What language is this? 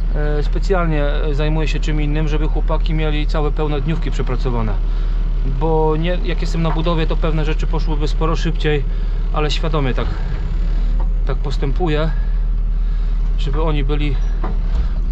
Polish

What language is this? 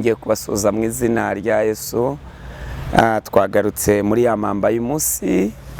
Kinyarwanda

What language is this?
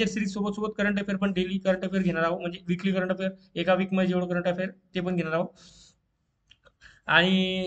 Marathi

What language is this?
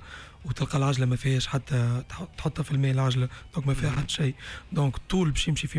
Tunisian Arabic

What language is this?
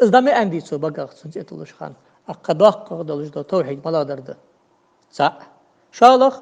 Ingush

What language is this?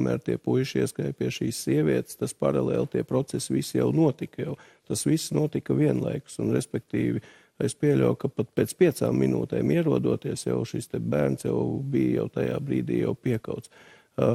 Latvian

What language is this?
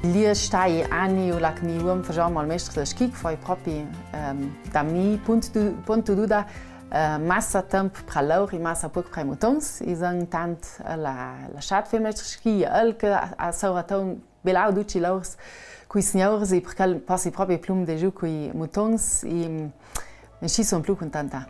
Ladin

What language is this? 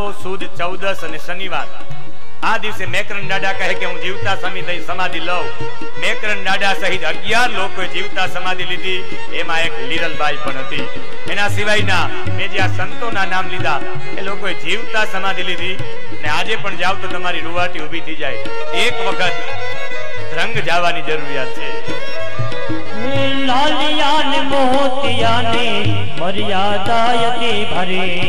Gujarati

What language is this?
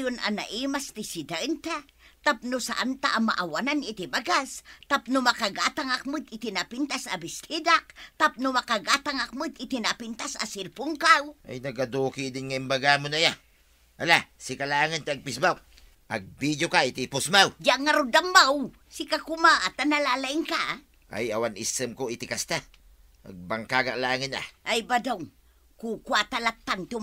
Iloko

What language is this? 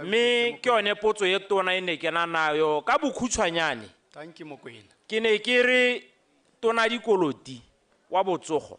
Tswana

